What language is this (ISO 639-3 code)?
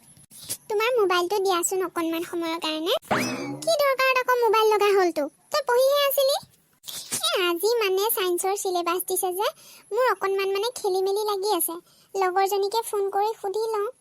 asm